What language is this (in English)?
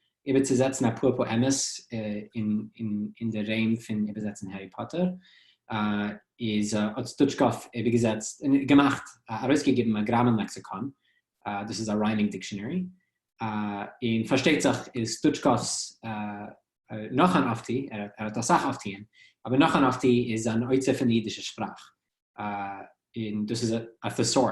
Yiddish